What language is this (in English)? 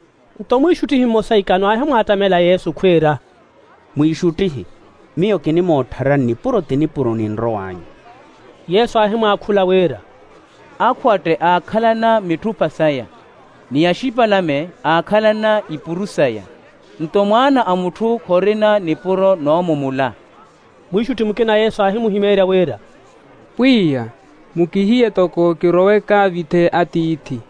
Makhuwa